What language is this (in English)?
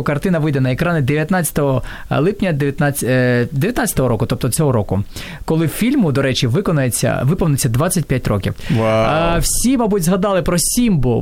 Ukrainian